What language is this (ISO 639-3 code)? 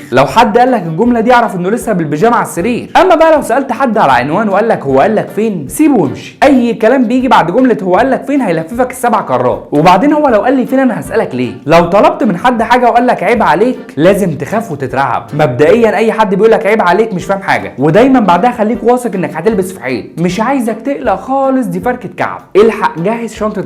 arz